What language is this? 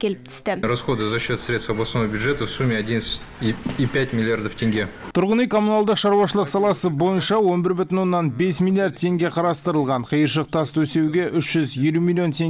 Kazakh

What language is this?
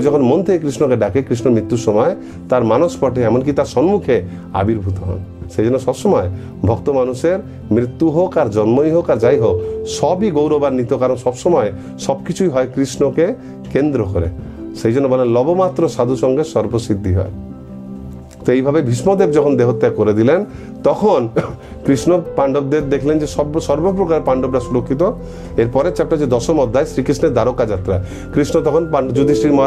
Bangla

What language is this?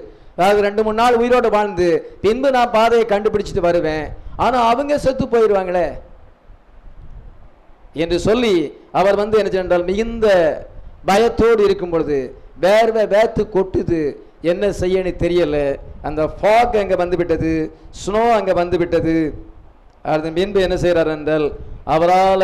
Tamil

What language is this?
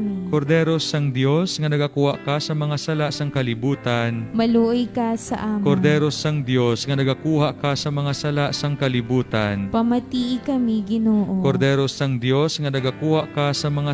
Hiligaynon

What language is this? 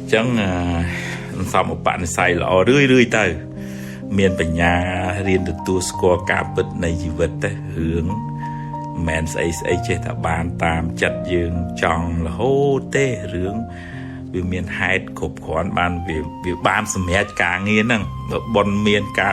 Khmer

